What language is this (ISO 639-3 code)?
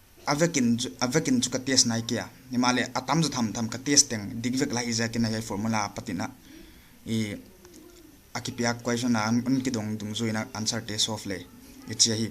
pck